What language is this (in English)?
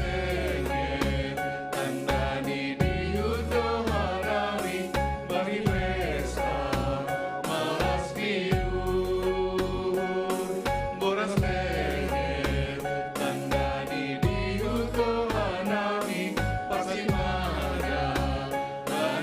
Batak Simalungun